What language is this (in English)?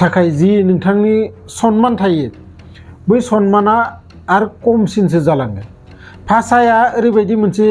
Bodo